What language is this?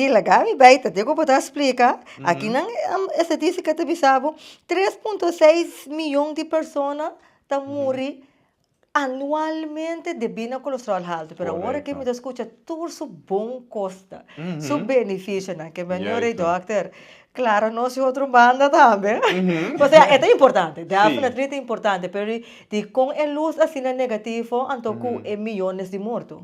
Papiamento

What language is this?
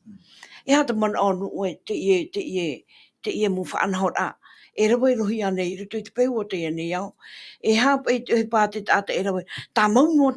Tahitian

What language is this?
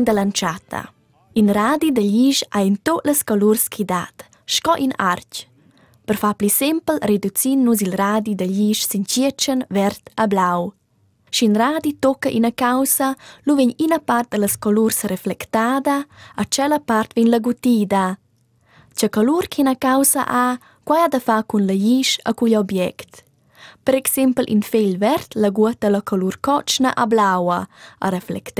Romansh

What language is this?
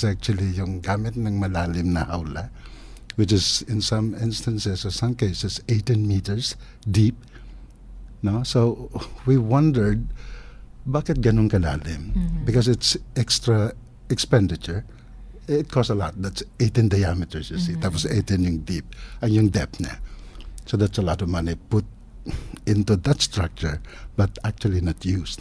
Filipino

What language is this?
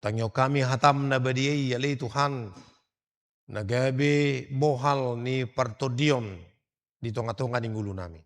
Batak Toba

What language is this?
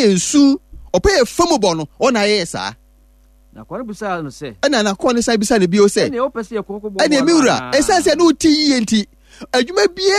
Akan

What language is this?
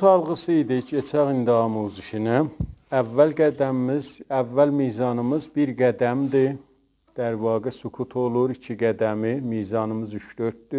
South Azerbaijani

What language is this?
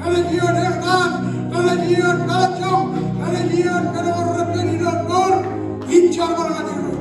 Marshallese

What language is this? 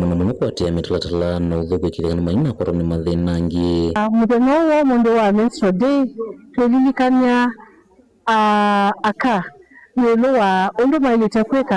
Kamba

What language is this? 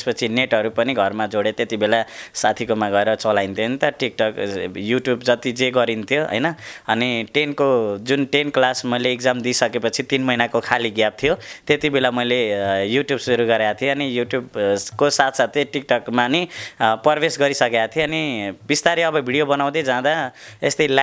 Nepali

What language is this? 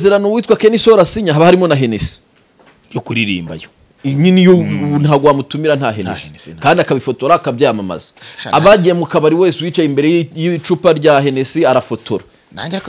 Kinyarwanda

